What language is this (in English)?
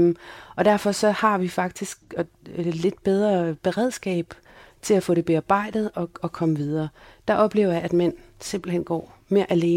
Danish